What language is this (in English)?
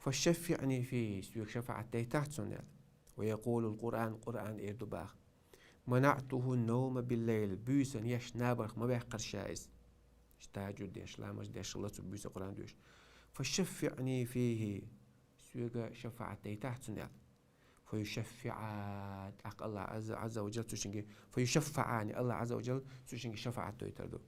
Chechen